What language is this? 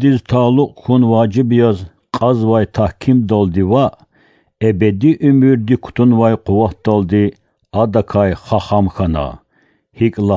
Lezghian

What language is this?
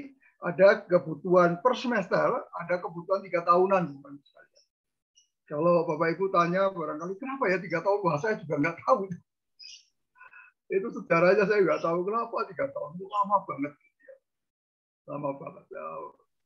Indonesian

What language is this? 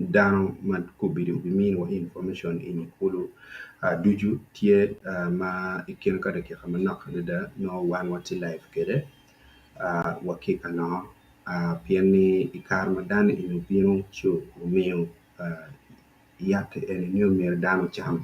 Acoli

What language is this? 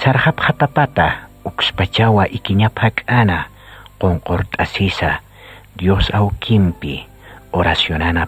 Aymara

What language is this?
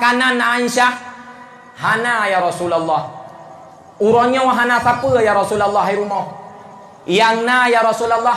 Achinese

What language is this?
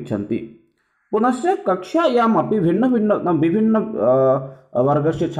Sanskrit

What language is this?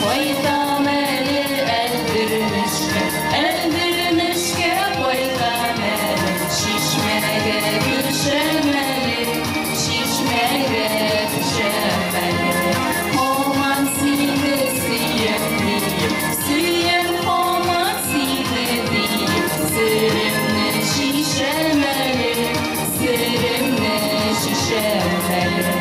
Bashkir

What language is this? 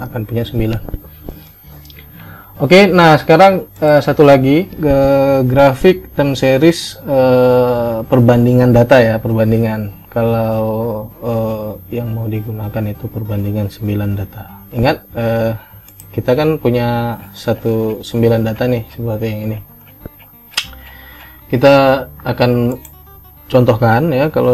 Indonesian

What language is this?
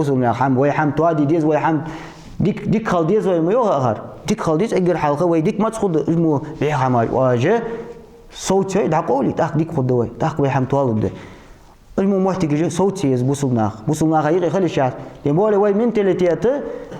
Ingush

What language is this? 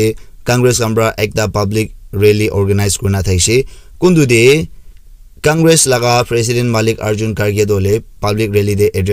Naga Pidgin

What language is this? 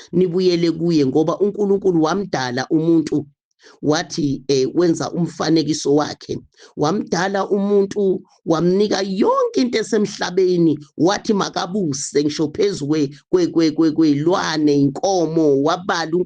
Zulu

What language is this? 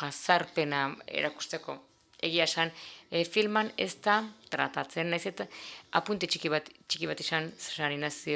Basque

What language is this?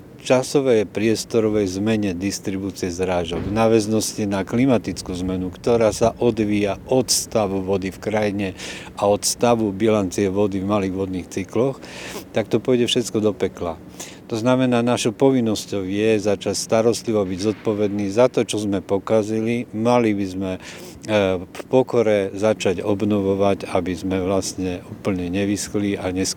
Slovak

